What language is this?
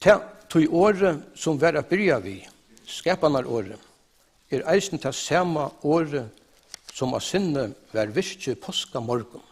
Faroese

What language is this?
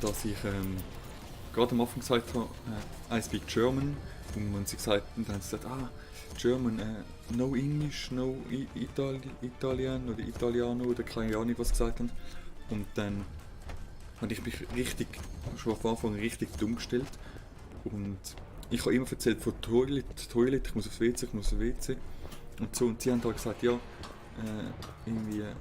Swiss German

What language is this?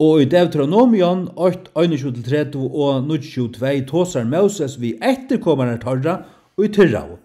Faroese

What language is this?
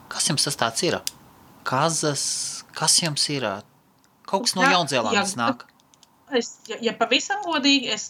Latvian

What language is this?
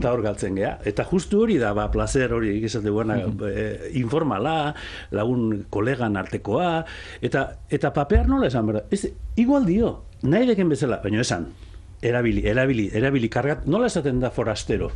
Basque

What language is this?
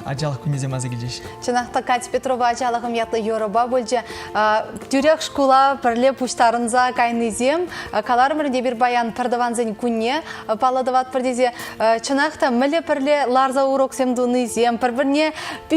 Chuvash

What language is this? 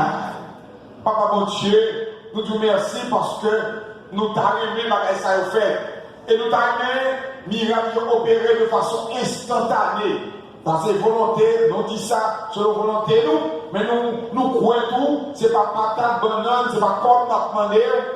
Haitian Creole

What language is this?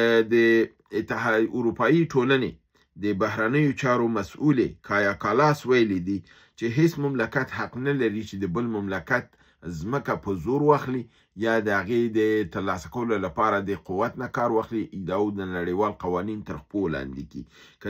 Pashto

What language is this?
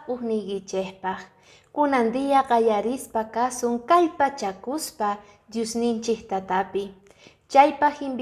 Quechua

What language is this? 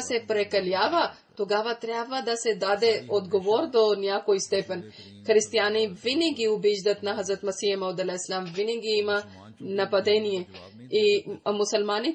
Bulgarian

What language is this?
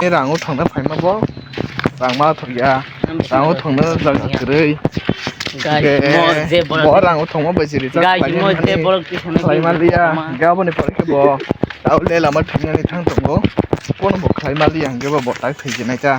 Kok Borok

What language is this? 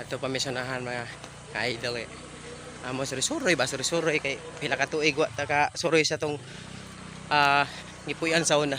Cebuano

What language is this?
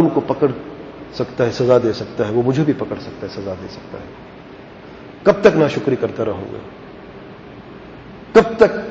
Urdu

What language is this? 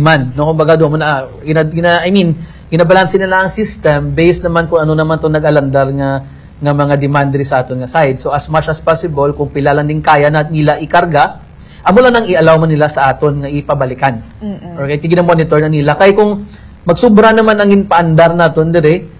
Hiligaynon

